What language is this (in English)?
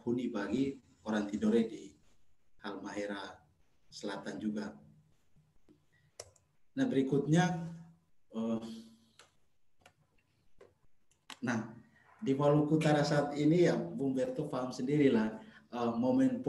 Indonesian